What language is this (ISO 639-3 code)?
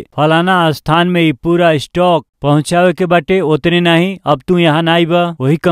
bho